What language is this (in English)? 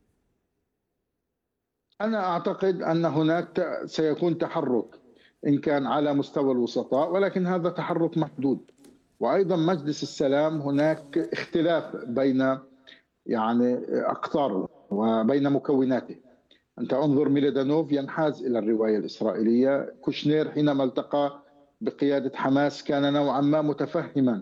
Arabic